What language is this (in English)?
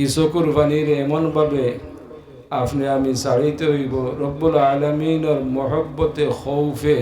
Sylheti